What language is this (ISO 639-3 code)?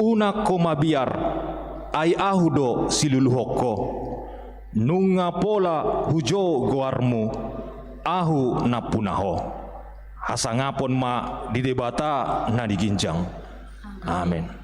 bbc